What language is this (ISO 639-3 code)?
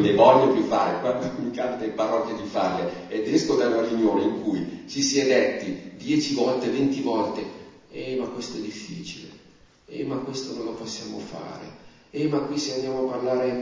ita